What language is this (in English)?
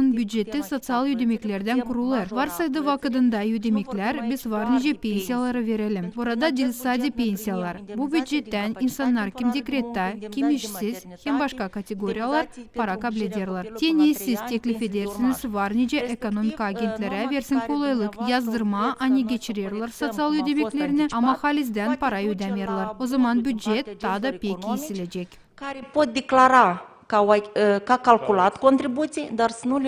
Gagauz